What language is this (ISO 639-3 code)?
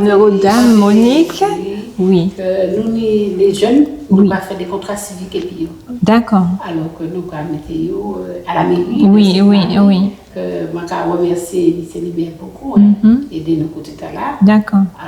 gcf